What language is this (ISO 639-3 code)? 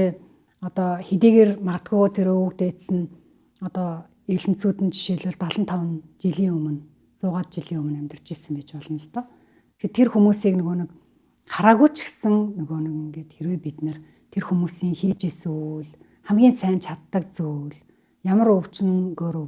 mon